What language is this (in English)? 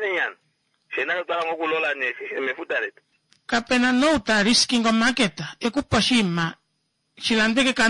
Kuanyama